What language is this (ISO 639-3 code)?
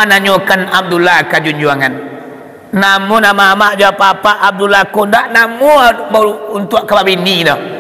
min